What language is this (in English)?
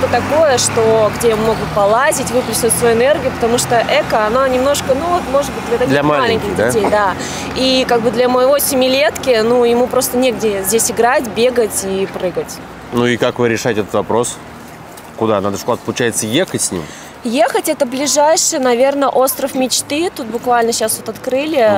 Russian